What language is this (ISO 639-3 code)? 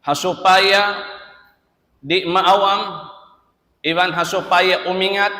tsg